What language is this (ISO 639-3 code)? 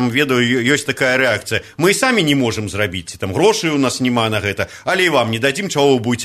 bel